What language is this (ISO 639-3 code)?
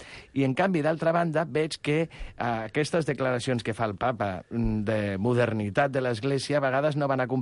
cat